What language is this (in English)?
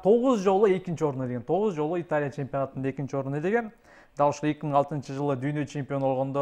Kyrgyz